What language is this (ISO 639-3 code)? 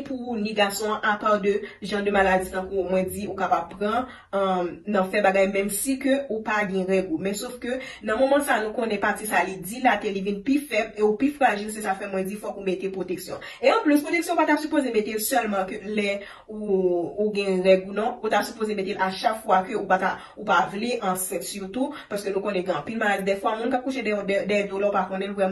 hat